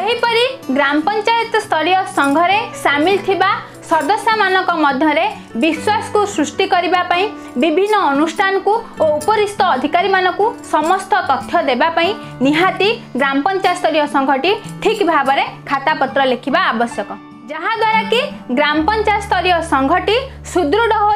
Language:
Odia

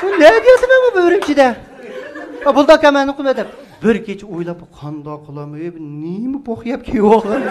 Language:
Uyghur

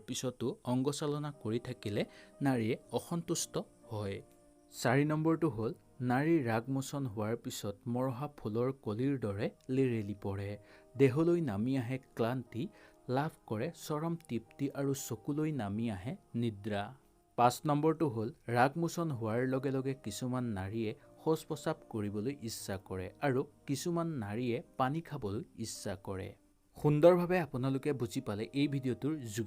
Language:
Assamese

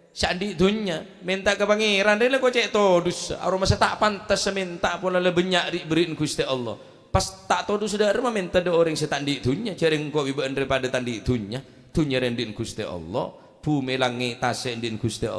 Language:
Madurese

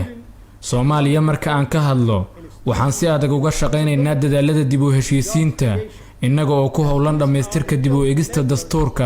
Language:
Somali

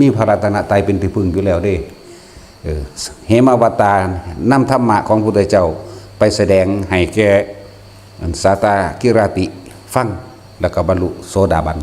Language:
Northeastern Thai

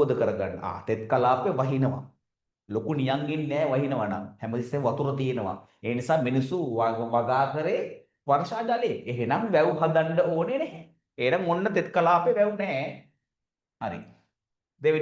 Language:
Sinhala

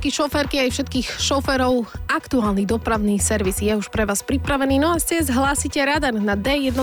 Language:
Slovak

